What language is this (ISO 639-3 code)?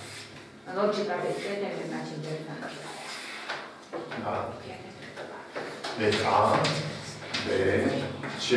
ron